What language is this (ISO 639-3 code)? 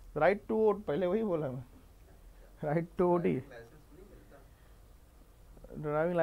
hin